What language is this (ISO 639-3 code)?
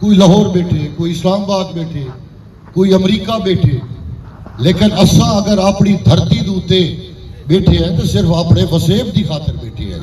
skr